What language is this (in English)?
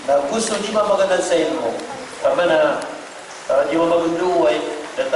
Maranao